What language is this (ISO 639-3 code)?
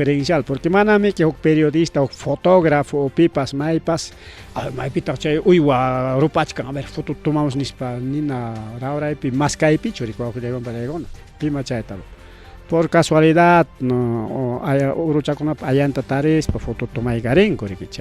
quy